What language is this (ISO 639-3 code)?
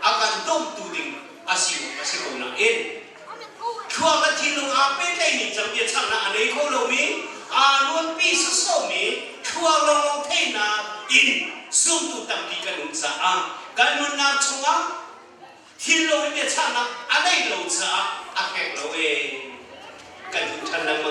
cnh